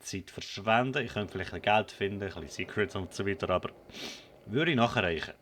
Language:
Swiss German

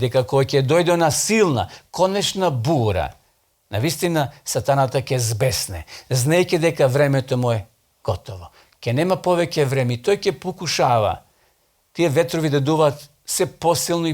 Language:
Macedonian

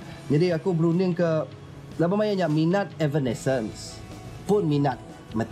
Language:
Iban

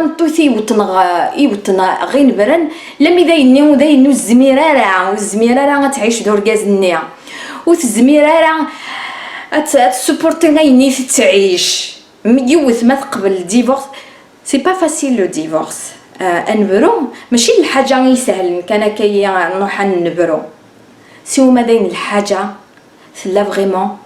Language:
Kabyle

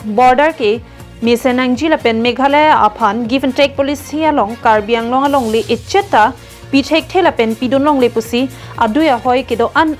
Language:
Karbi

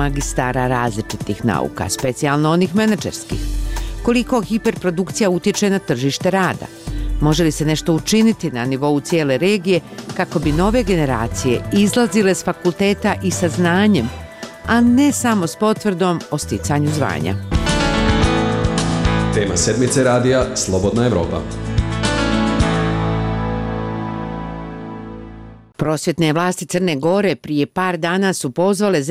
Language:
Bosnian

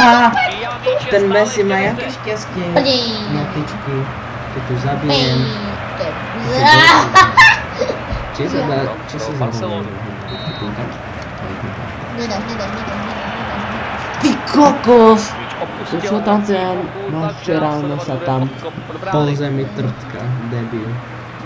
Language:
Slovak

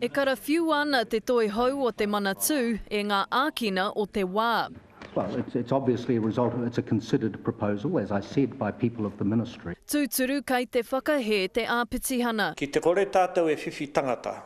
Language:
Māori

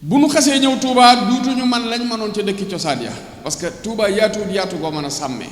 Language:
Wolof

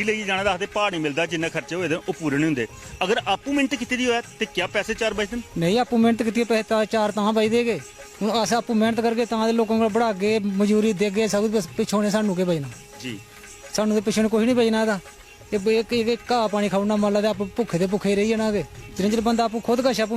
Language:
Dogri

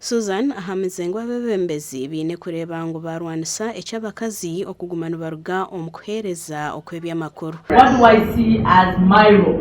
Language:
Nyankole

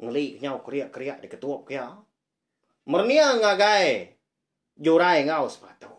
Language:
Iban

